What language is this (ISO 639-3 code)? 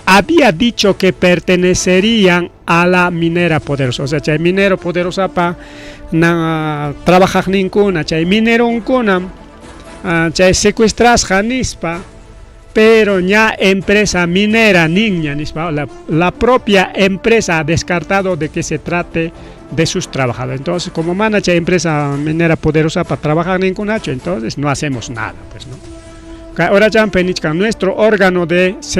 quy